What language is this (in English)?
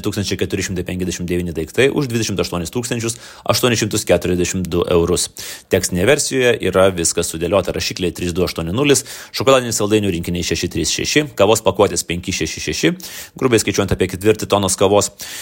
Lithuanian